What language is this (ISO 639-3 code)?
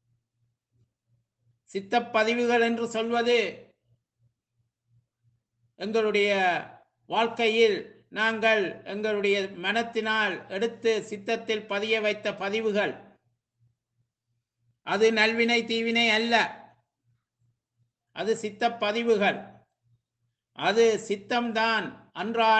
tam